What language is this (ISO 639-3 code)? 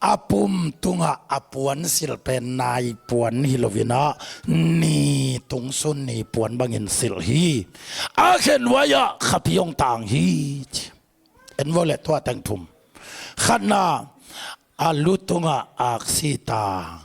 ctd